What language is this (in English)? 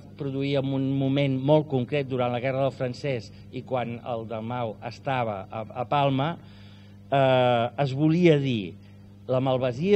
Catalan